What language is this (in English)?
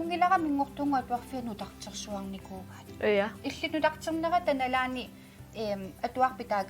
Kalaallisut